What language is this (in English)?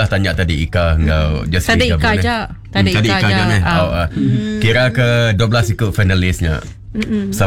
Iban